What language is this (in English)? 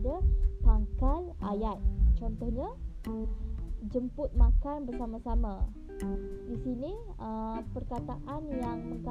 Malay